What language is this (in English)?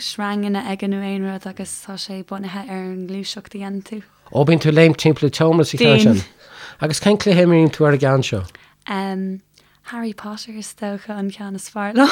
Irish